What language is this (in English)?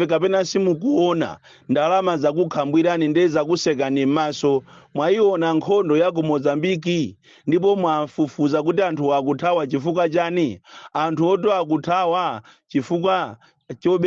Nyanja